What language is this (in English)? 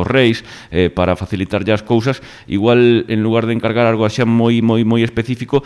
Galician